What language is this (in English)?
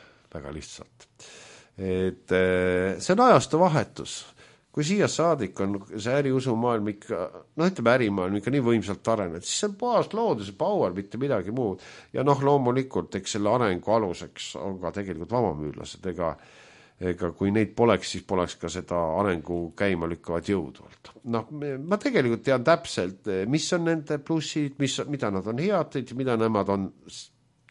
Estonian